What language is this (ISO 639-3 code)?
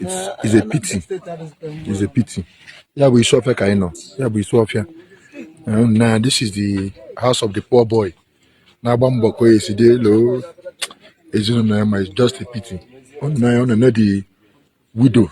ibo